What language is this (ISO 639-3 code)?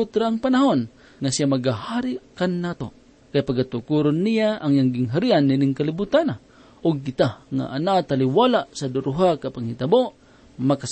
ceb